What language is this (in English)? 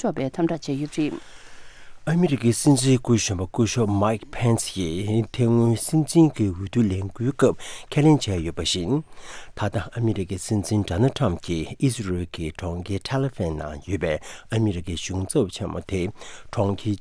Tibetan